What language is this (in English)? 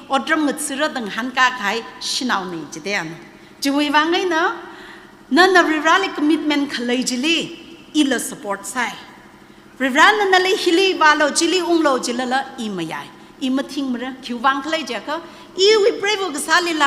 Tangkhul Naga (India)